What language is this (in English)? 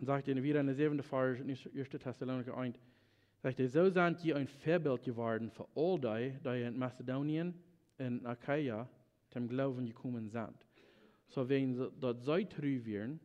Plautdietsch